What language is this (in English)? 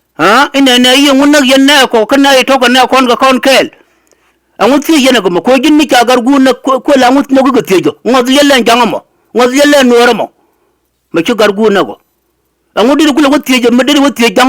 Nuer